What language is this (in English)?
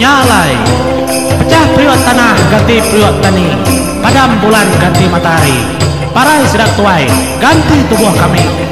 Iban